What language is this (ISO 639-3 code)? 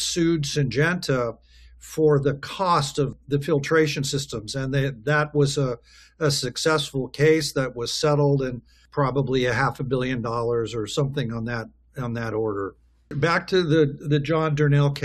eng